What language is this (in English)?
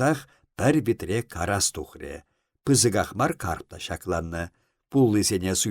Chuvash